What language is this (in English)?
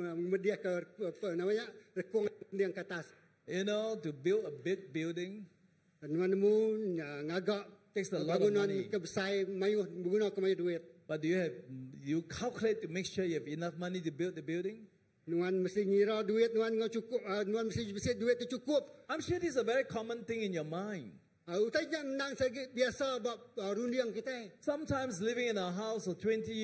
Iban